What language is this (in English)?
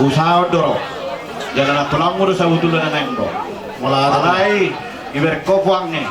Batak Toba